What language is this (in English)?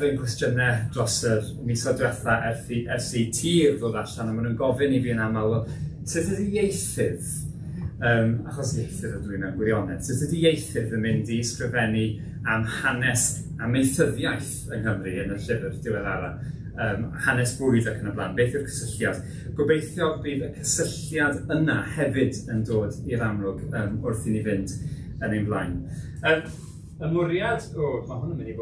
Welsh